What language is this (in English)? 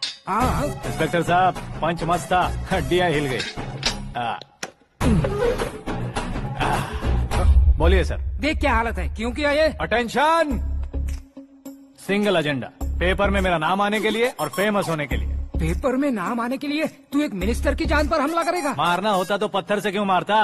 Hindi